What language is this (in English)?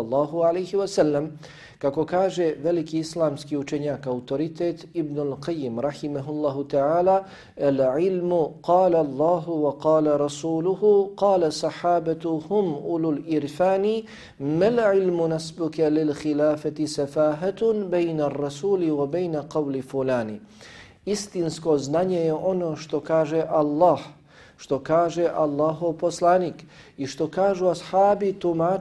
Bosnian